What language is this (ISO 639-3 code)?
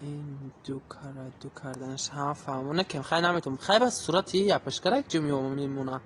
tgk